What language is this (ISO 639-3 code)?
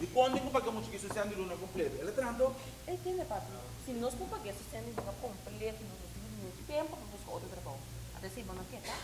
pap